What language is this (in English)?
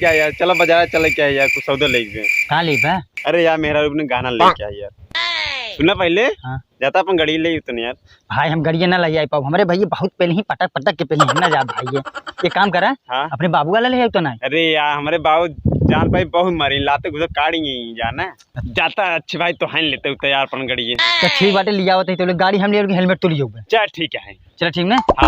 Awadhi